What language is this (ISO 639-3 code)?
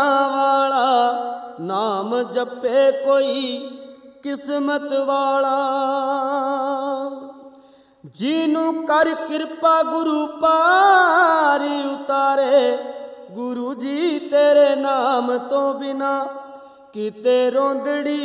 pan